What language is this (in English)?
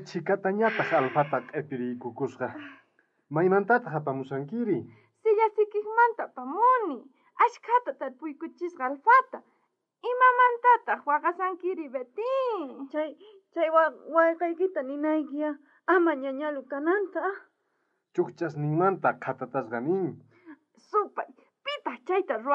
South Bolivian Quechua